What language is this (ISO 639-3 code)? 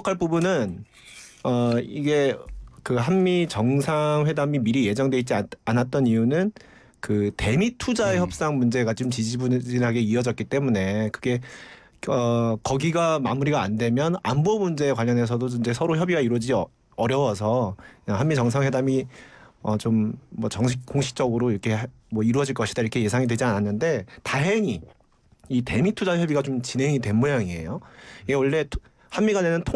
kor